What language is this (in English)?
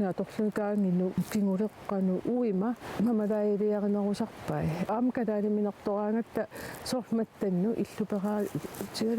Kalaallisut